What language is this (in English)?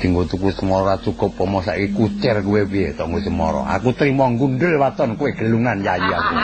Javanese